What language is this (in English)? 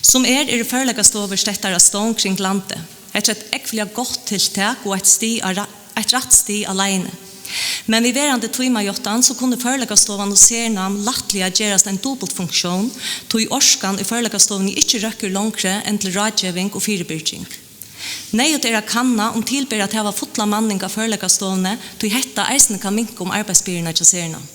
Faroese